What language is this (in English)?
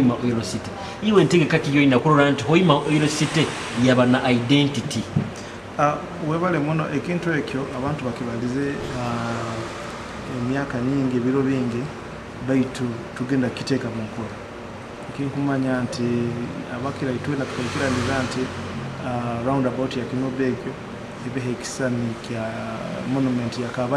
Nyoro